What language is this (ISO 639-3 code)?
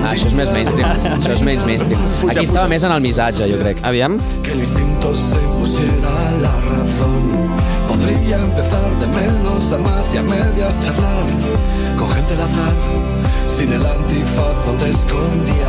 cat